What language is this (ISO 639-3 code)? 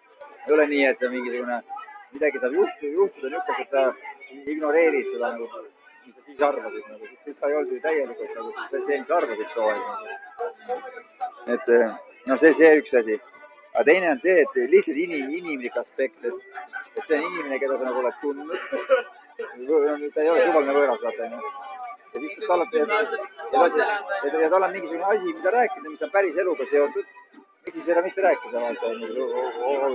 est